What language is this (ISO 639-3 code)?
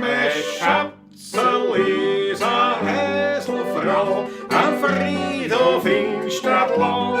bar